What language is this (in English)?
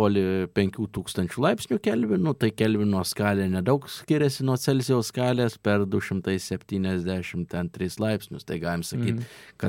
Lithuanian